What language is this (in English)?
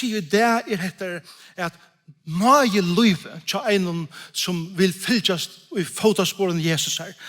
Faroese